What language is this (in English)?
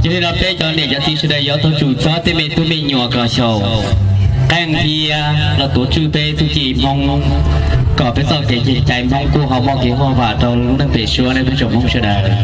Hmong